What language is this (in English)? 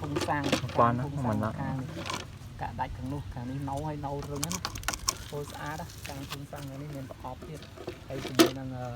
Khmer